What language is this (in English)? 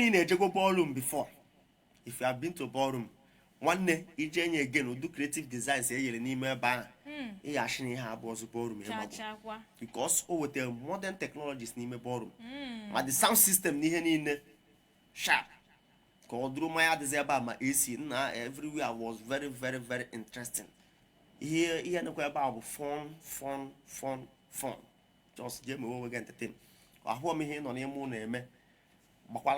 Igbo